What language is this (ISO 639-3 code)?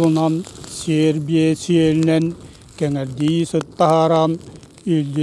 sah